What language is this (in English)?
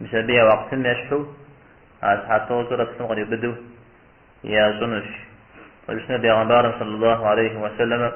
Kabardian